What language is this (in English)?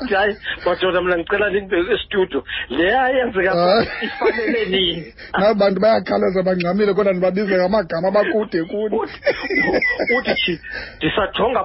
Xhosa